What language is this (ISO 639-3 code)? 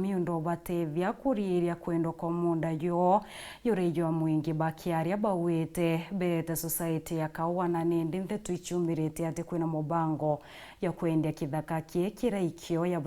mer